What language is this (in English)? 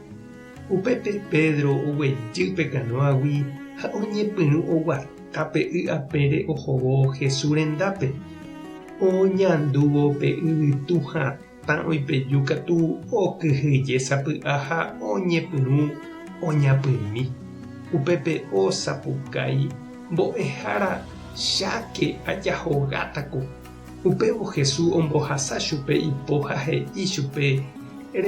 Guarani